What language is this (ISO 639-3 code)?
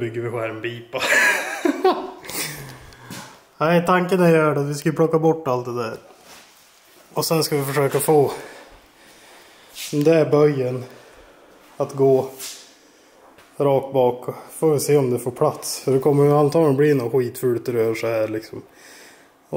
swe